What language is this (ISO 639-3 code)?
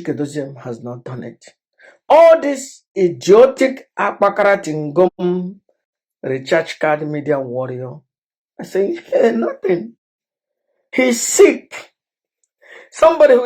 ibo